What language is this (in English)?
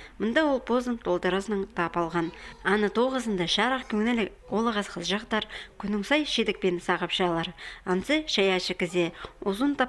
Khakas